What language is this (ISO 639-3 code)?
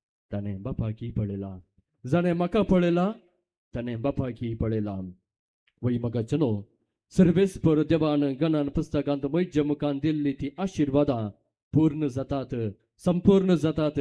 kok